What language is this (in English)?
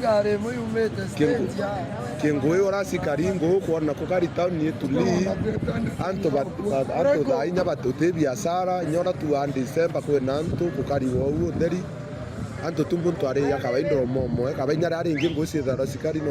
Meru